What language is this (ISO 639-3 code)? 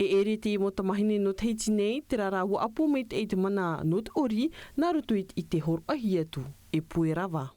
tah